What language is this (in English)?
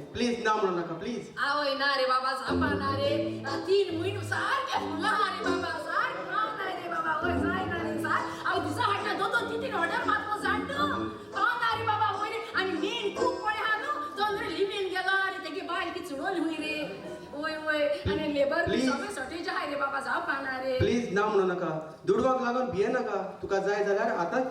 Konkani